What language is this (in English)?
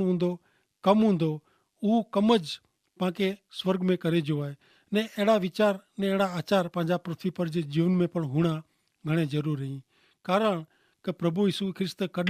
Kachhi